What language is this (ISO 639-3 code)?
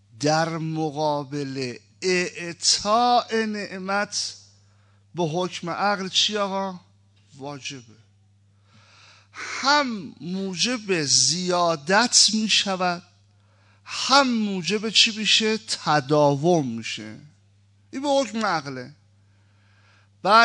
fas